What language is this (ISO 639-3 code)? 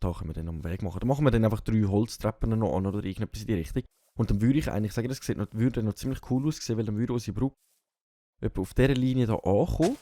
gsw